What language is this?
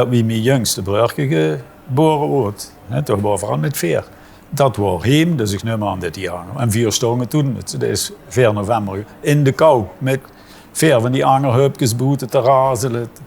Limburgish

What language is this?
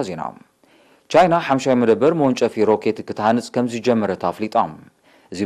Tigrinya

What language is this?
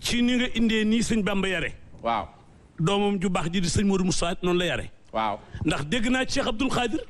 Wolof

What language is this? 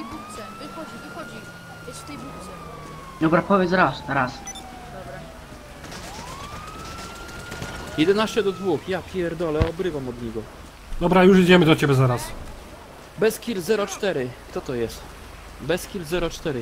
Polish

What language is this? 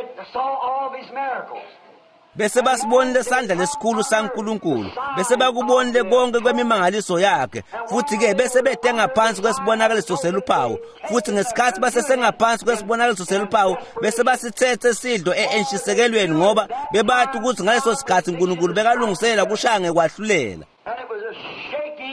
Swati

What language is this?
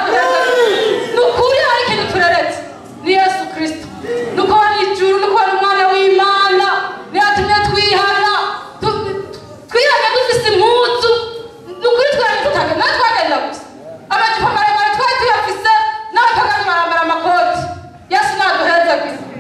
Rundi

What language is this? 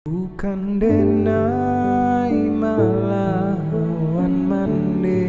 Minangkabau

